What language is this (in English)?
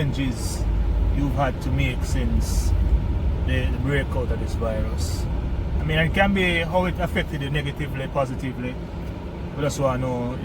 Jamaican Creole English